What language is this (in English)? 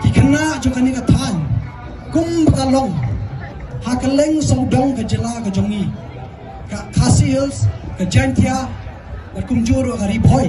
Khasi